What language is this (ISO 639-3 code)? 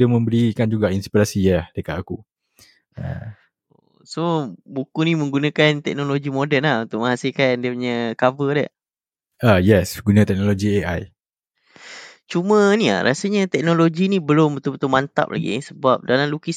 msa